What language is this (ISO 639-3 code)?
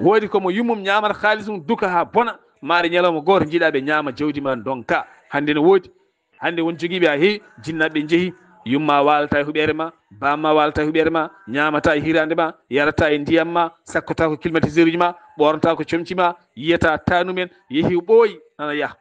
ful